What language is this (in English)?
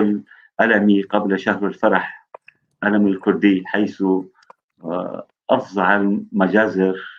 North Levantine Arabic